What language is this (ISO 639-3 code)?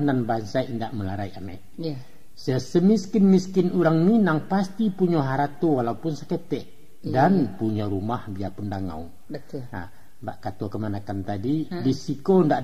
min